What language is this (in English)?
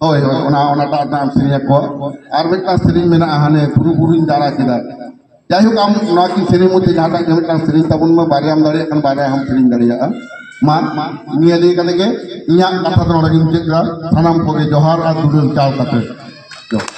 Santali